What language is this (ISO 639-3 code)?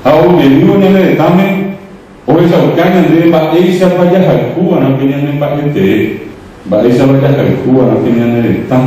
grn